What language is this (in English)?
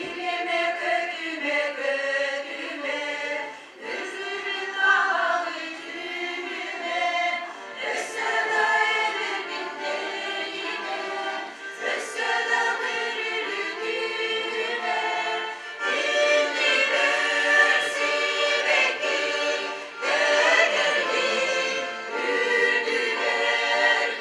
Yakut